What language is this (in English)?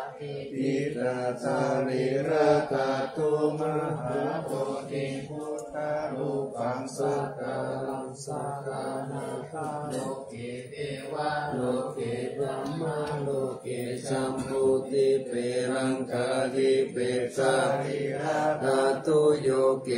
Pali